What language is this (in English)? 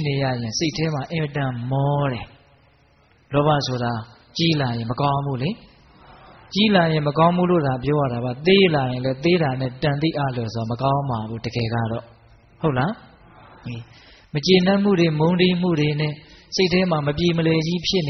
Burmese